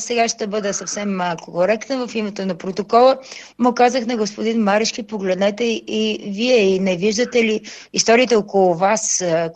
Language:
Bulgarian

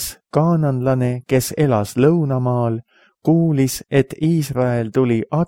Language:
Estonian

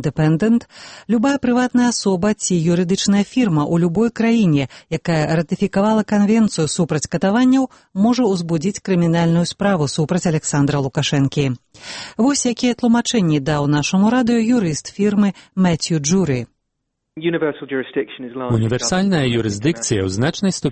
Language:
Belarusian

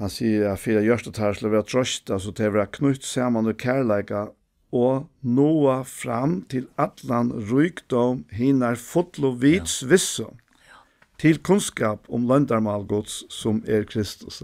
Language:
Faroese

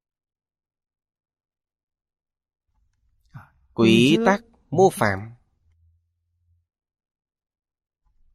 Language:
Vietnamese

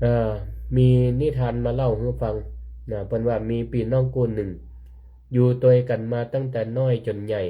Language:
Northern Thai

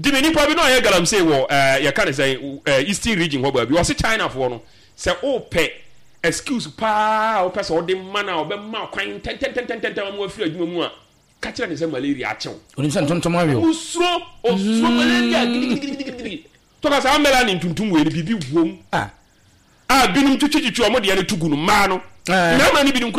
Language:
Akan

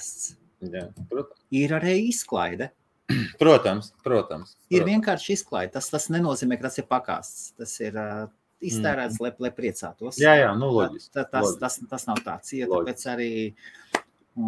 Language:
Latvian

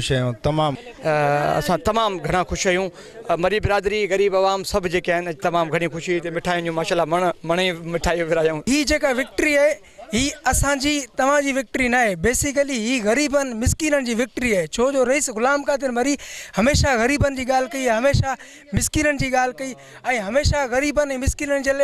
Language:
Sindhi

